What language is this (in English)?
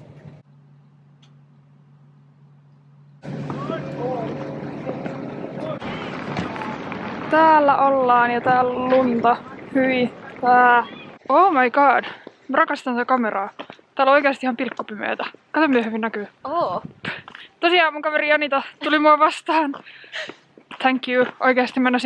Finnish